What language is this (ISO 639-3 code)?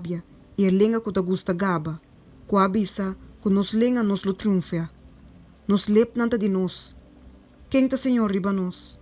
pap